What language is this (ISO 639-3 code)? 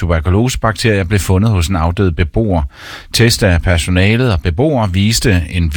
dan